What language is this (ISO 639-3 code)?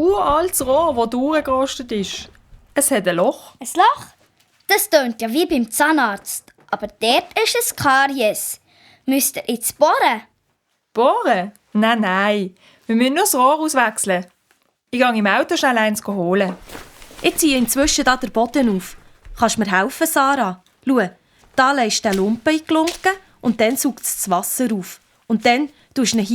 gsw